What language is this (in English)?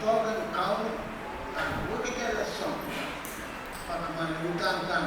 Pohnpeian